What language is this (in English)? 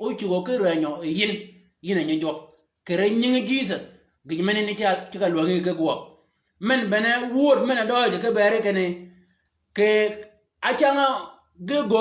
Shilluk